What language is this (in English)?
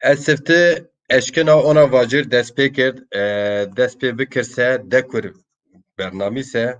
Zaza